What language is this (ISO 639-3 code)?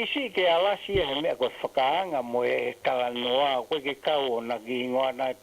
ton